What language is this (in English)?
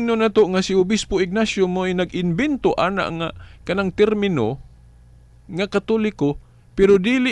Cebuano